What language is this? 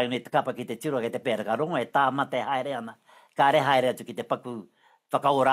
Māori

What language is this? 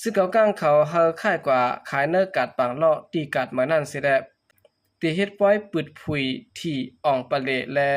Shan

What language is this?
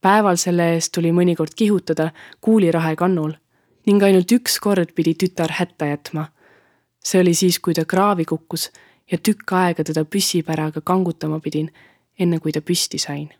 Estonian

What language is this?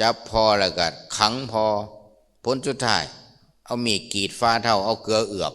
Lao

